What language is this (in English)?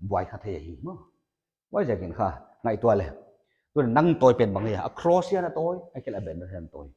Paite Chin